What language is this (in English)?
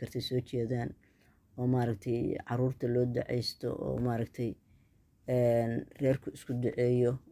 Somali